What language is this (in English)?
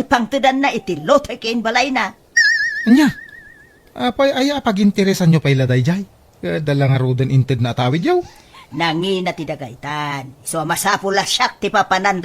Iloko